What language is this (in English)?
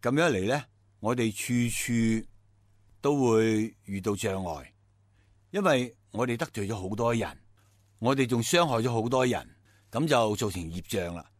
Cantonese